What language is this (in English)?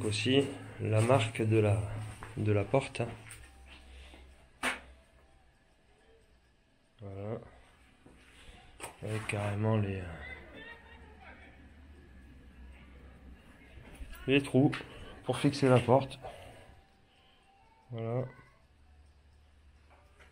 French